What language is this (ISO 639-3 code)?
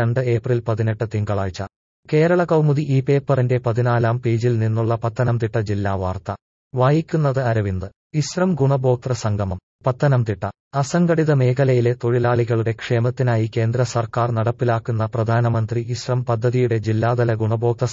mal